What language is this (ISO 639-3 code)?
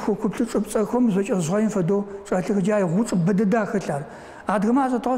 ady